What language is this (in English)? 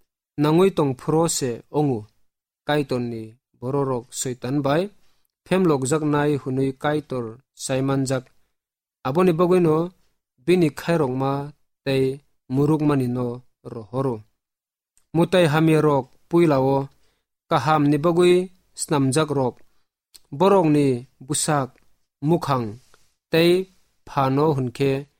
Kok Borok